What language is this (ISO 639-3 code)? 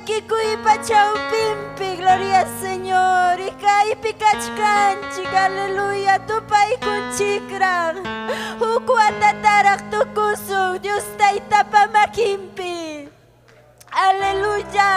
quy